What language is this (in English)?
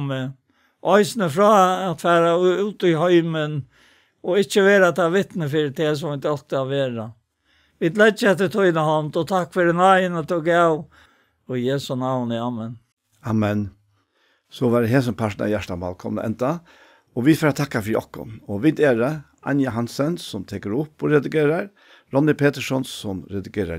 Faroese